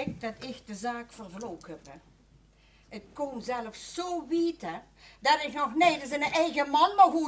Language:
Limburgish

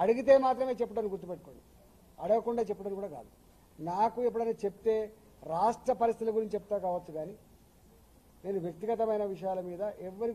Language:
Telugu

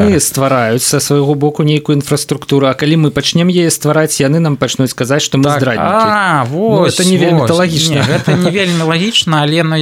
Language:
Belarusian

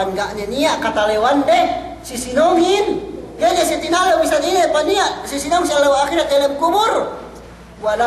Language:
Yakan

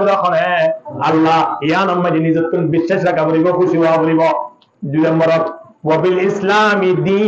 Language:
Rohingya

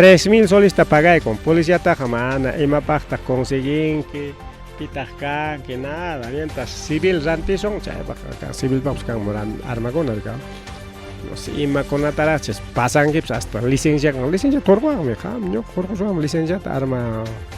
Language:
Ayacucho Quechua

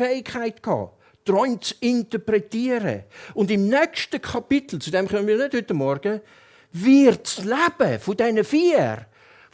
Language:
Swiss German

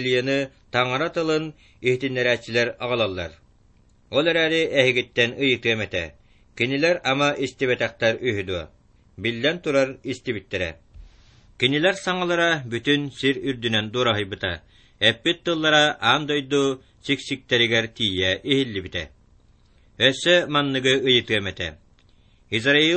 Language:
Yakut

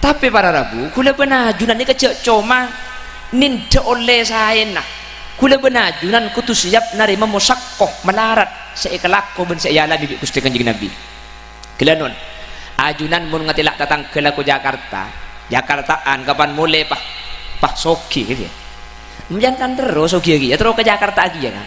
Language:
Madurese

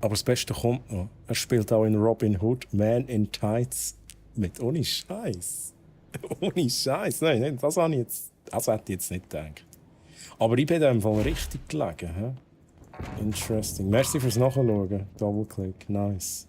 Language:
Swiss German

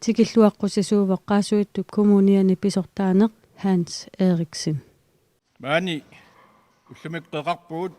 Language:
Kalaallisut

